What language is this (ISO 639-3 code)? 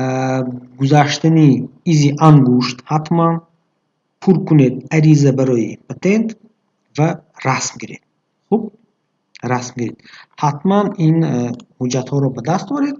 tgk